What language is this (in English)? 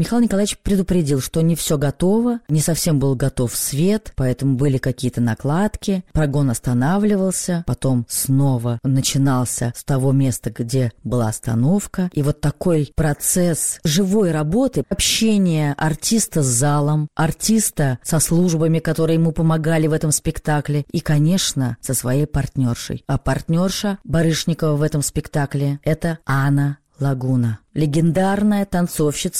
Russian